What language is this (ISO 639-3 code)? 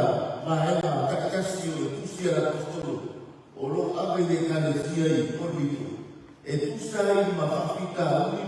smo